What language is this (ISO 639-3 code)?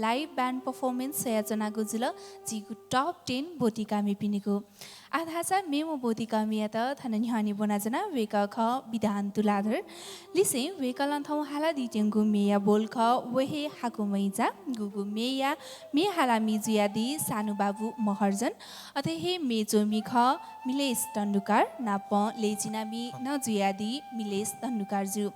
new